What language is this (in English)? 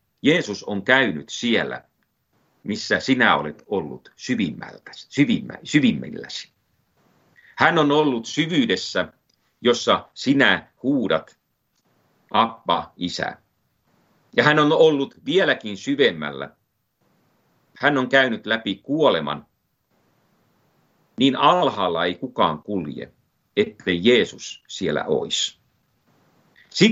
Finnish